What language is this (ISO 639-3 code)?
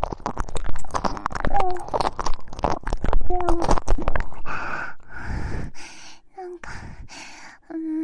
jpn